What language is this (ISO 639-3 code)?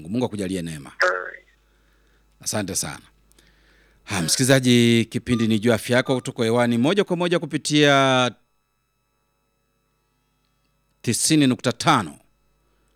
swa